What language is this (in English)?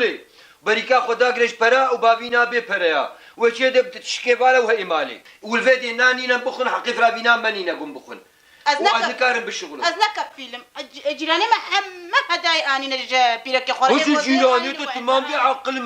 Kurdish